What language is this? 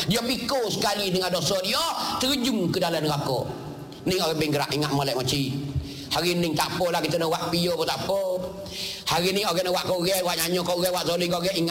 Malay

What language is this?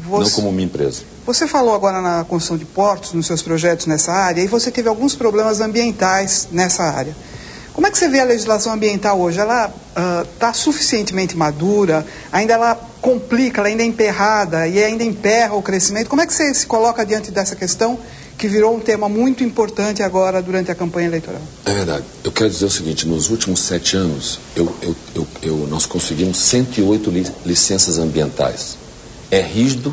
Portuguese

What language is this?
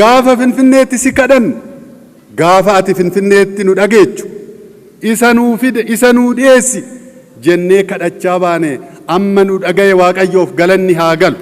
Oromo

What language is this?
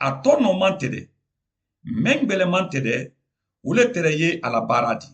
Mandingo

